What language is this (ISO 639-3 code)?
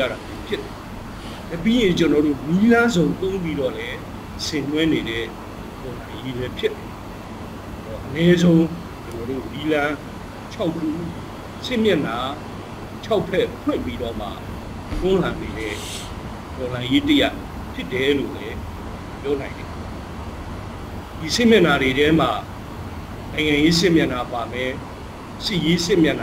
mya